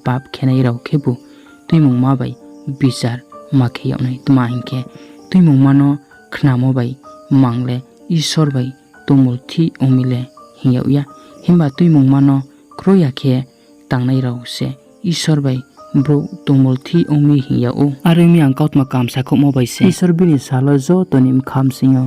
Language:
Riang (India)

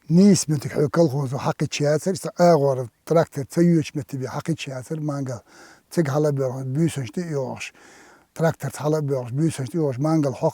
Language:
Chechen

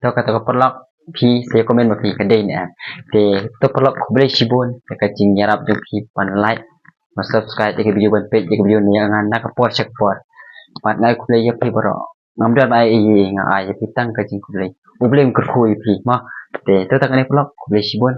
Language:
Khasi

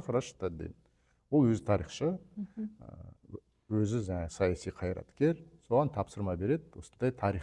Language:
Kazakh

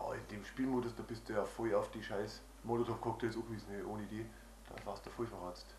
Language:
Bavarian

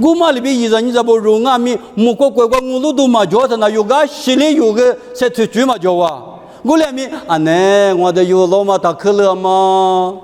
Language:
Lisu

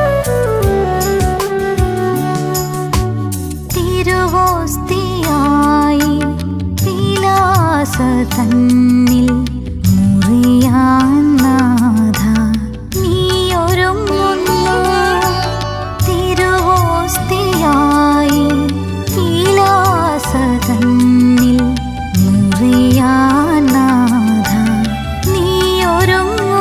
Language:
Malayalam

